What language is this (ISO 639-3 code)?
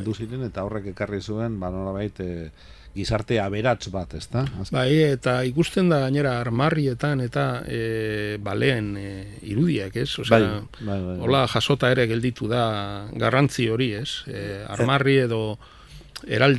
eus